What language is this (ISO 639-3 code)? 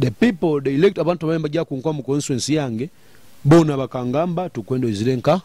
nyo